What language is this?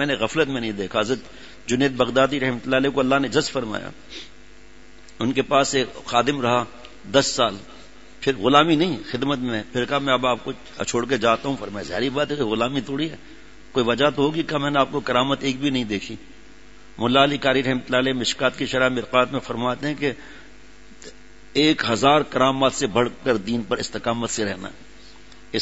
Urdu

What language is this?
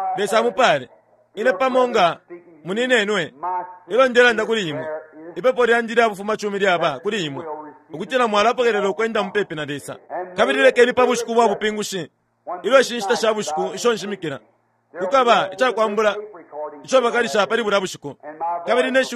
Bemba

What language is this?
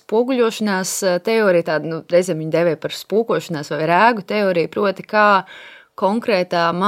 Latvian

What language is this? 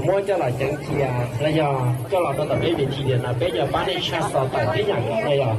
Hmong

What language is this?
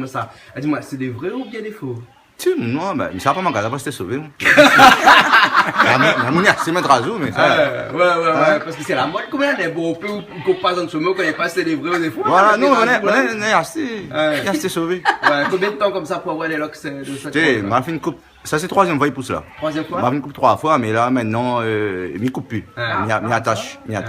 Réunion Creole French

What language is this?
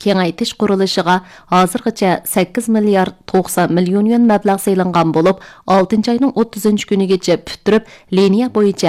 Uyghur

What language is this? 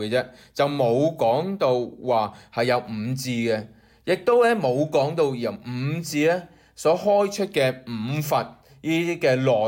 Cantonese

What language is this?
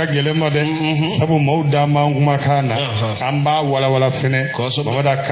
Bambara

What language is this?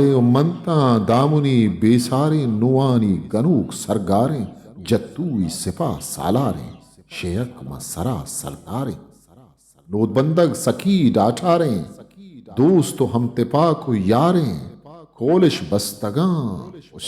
Eastern Balochi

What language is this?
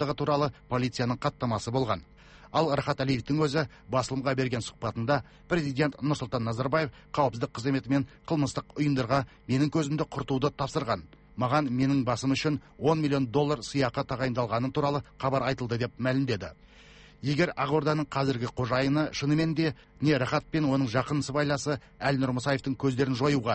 Kazakh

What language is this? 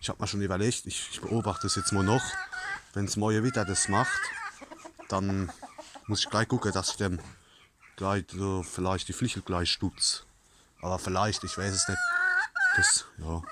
Palatine German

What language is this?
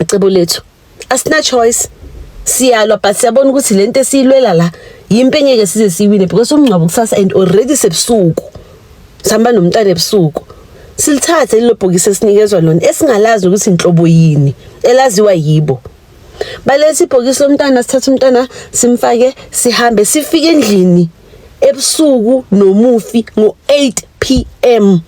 Zulu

